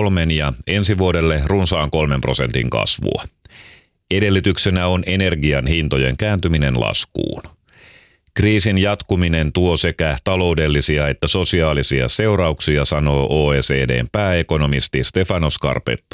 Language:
Finnish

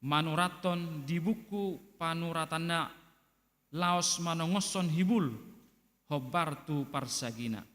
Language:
Batak Toba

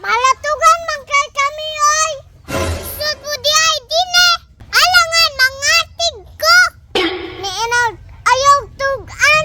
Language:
Cebuano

